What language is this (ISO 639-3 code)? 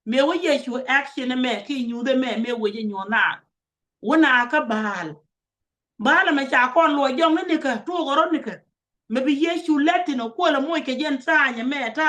nus